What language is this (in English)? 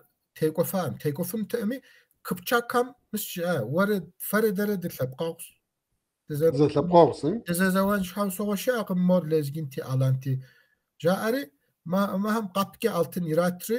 Kabardian